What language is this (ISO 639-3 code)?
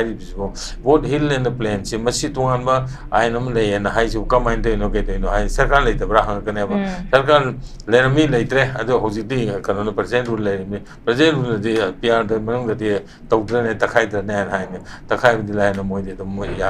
mni